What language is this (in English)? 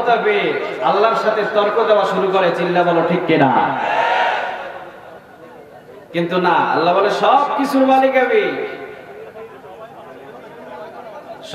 Bangla